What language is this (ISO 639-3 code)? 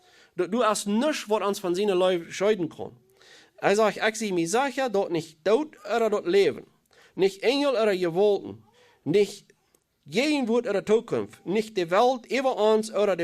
pdt